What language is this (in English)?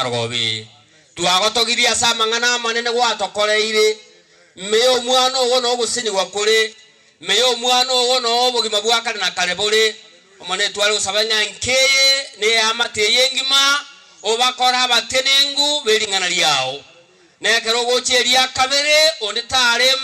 Gusii